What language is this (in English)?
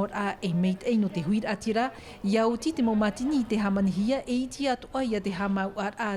Tahitian